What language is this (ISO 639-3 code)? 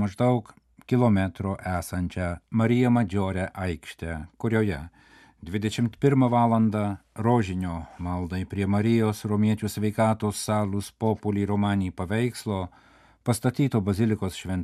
lit